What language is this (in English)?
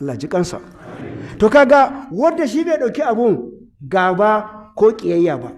Hausa